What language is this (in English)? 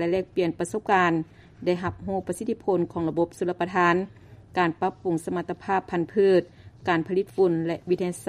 Lao